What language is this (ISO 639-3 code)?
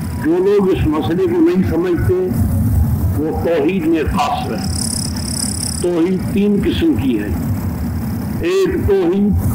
urd